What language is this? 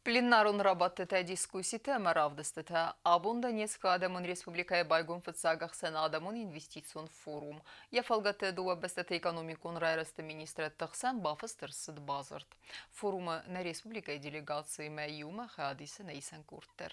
Ossetic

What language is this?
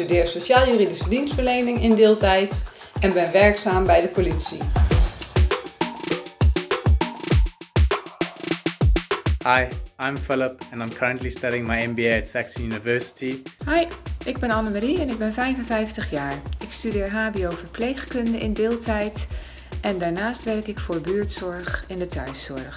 Dutch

